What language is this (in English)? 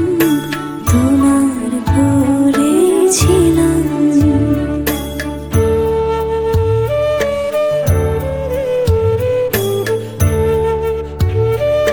Bangla